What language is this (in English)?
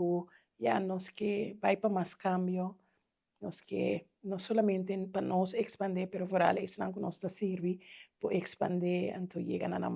Papiamento